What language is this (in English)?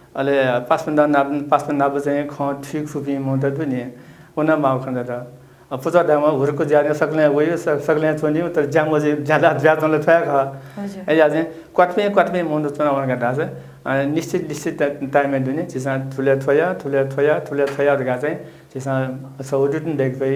Newari